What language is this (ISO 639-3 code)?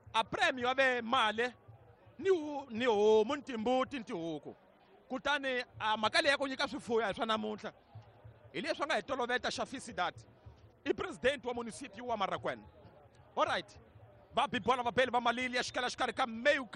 tso